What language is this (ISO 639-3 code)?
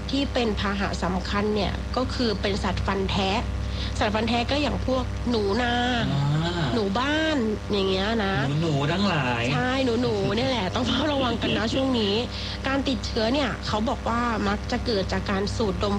tha